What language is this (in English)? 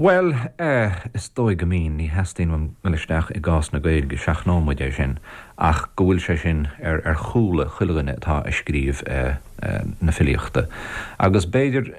Irish